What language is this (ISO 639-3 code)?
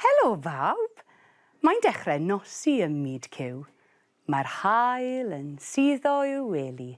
cym